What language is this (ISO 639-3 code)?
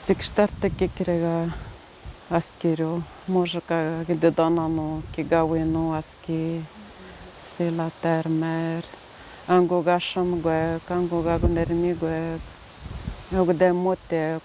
atj